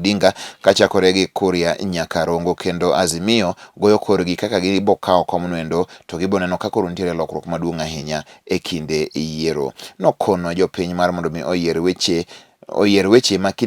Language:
Luo (Kenya and Tanzania)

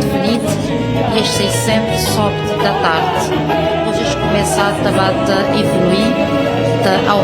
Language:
Kabuverdianu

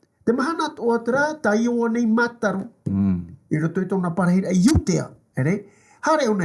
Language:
Tahitian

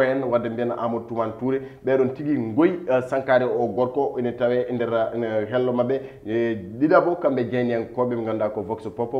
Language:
Fula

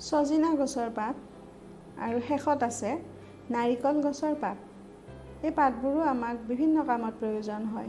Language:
Assamese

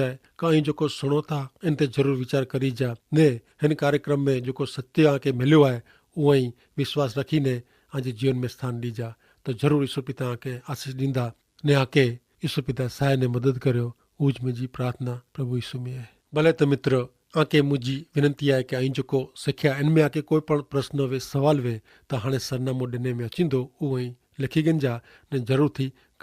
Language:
Kachhi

